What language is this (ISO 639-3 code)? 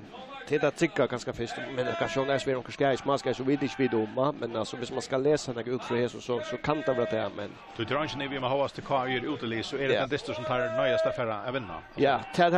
fao